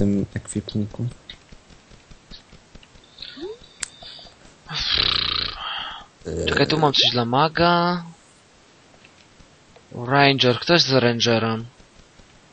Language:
Polish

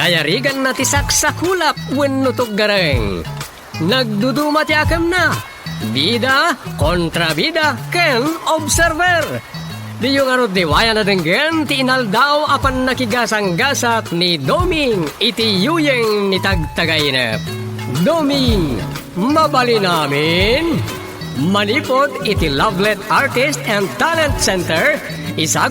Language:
Iloko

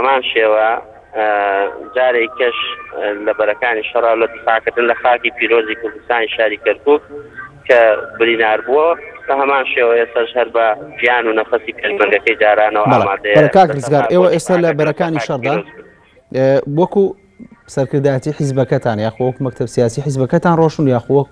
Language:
Central Kurdish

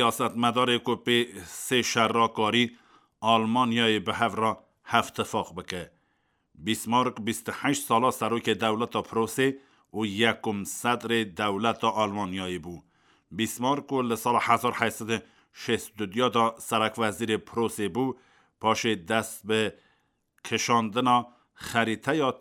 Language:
Kurdish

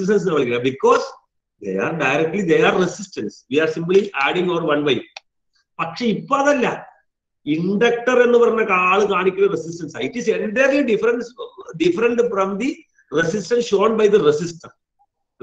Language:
Malayalam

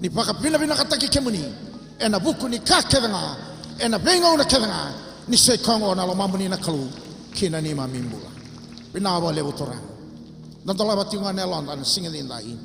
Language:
Fijian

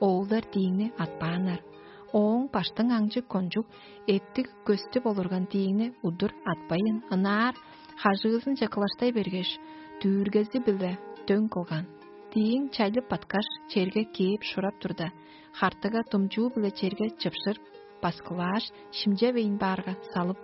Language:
Tuvinian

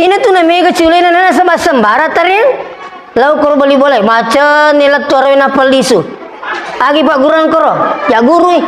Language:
Buginese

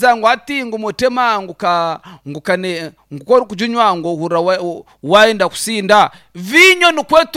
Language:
Nyankole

